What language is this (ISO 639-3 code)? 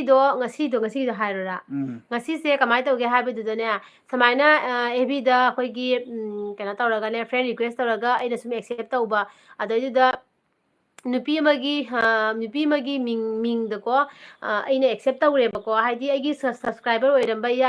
mni